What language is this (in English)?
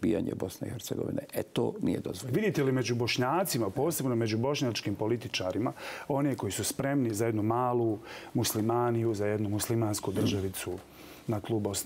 Bosnian